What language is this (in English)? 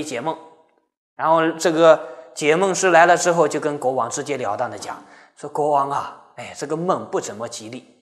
Chinese